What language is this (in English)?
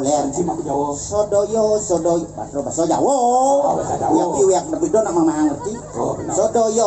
Balinese